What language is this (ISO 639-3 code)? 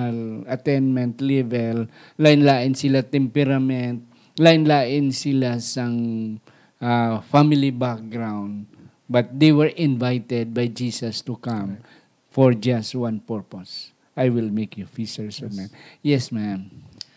hil